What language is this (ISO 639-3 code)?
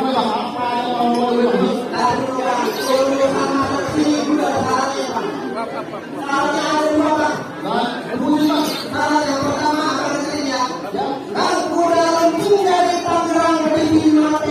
bew